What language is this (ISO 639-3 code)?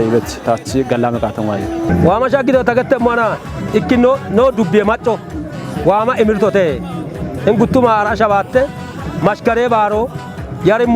kbr